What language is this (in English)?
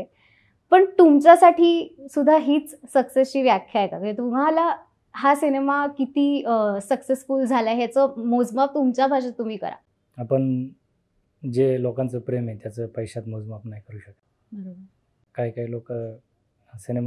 Marathi